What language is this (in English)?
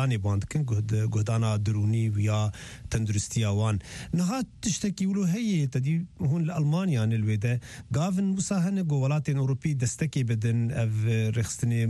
Kurdish